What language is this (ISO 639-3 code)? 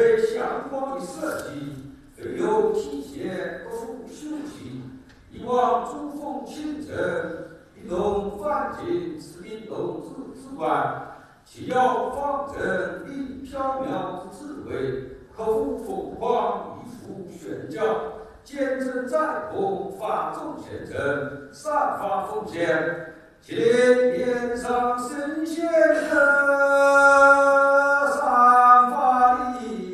zho